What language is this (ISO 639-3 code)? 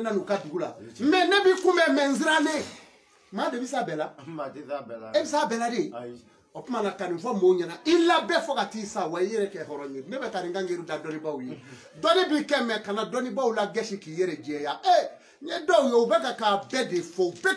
bam